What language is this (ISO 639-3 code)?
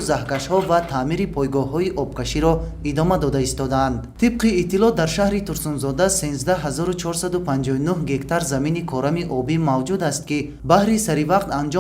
tgk